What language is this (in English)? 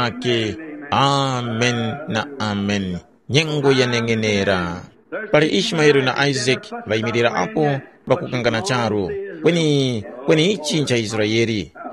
Tumbuka